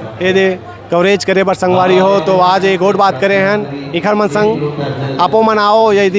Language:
Chhattisgarhi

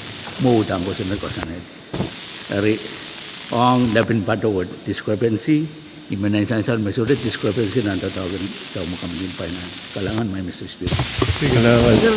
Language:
Pohnpeian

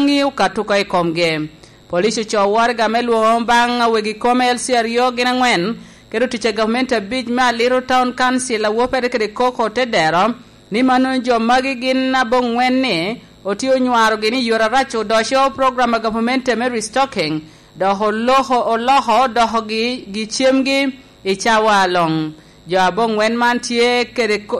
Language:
Lango (Uganda)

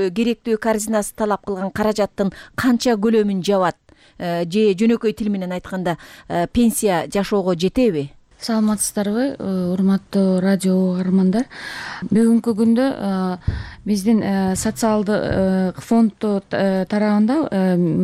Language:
Kyrgyz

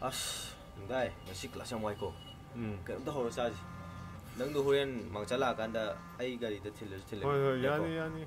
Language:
Manipuri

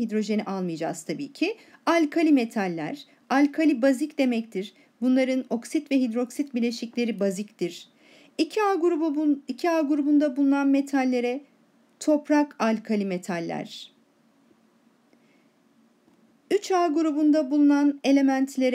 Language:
Turkish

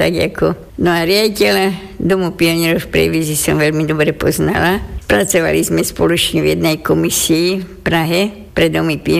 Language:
Slovak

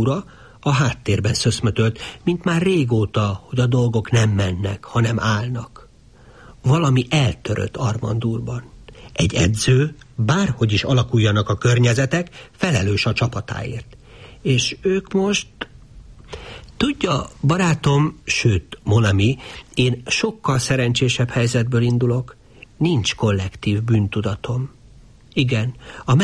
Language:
Hungarian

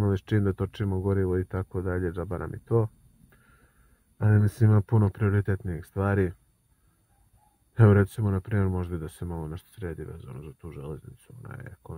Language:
Serbian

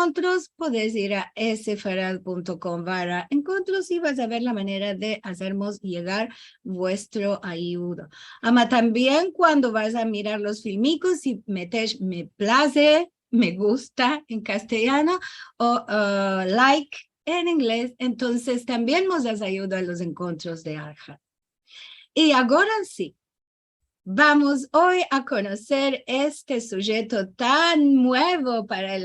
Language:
Ladino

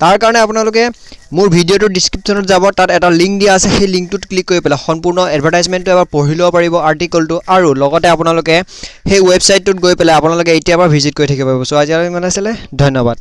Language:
Assamese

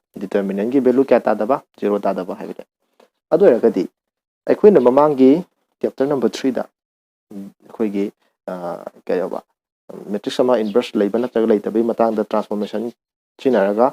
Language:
Manipuri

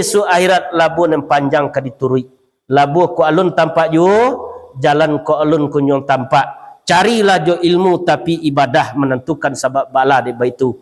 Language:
Minangkabau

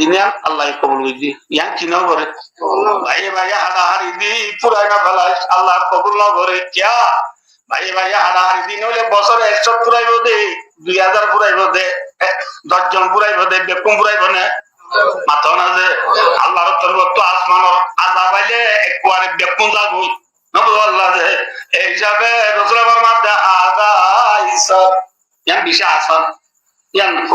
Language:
Rohingya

